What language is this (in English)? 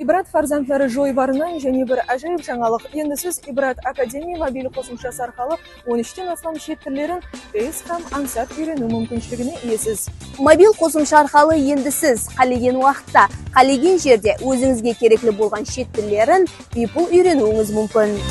Kara-Kalpak